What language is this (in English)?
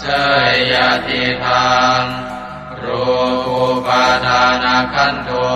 Pali